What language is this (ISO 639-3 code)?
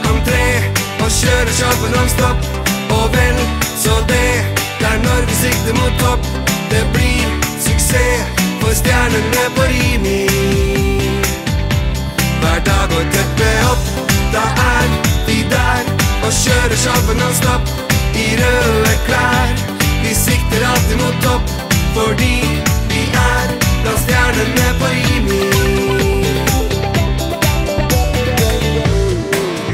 nor